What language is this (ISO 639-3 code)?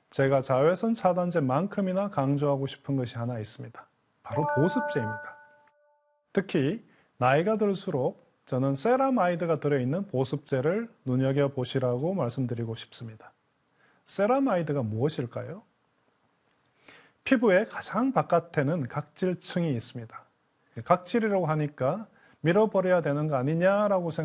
kor